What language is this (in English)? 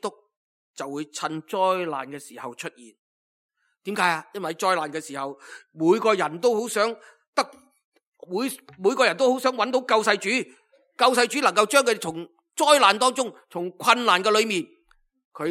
Cantonese